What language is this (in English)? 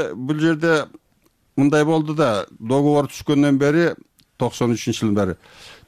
Kyrgyz